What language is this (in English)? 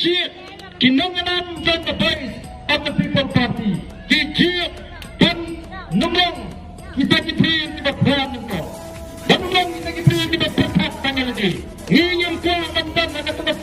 Khasi